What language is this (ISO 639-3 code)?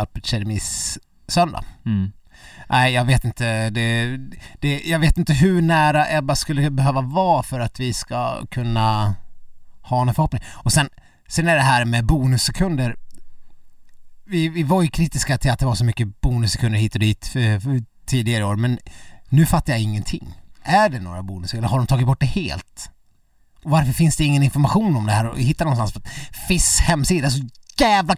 swe